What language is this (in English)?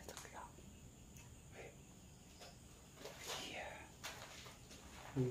Thai